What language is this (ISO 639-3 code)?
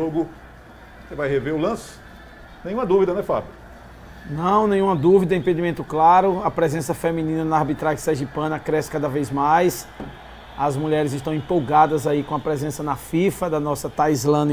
por